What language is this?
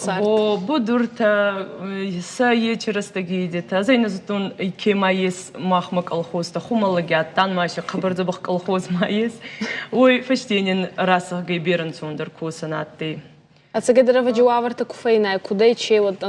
Ossetic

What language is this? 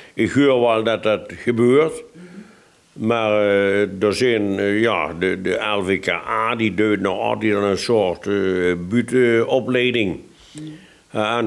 Limburgish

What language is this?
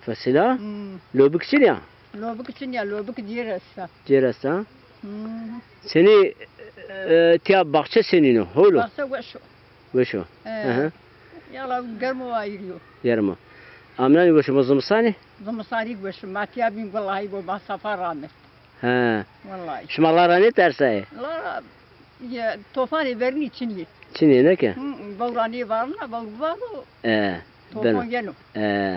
Zaza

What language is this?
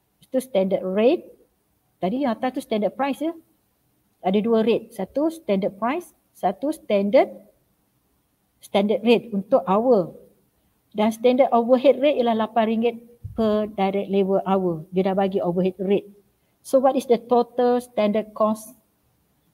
Malay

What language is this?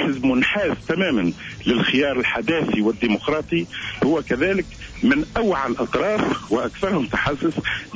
Tunisian Arabic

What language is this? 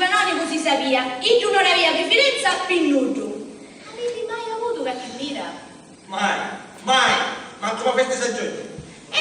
Sicilian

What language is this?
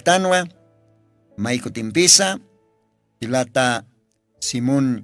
Aymara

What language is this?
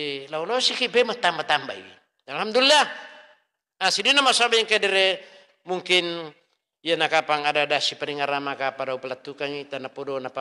Buginese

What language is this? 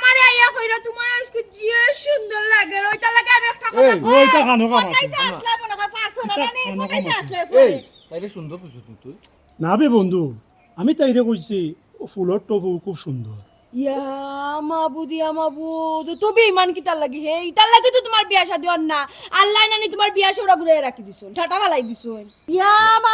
Sylheti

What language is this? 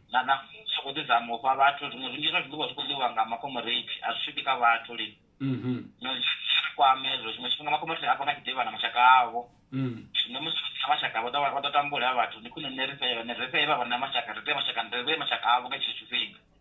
Venda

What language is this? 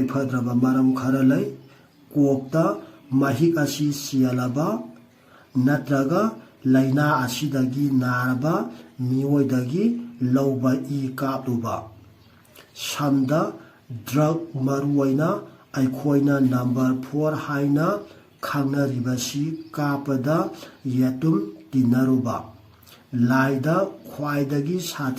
Manipuri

